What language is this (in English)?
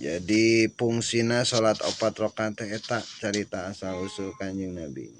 Sundanese